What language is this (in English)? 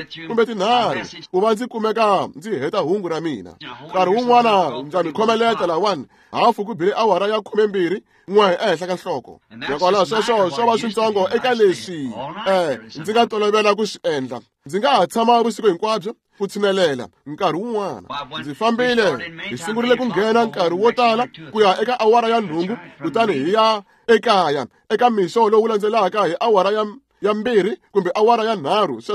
Tsonga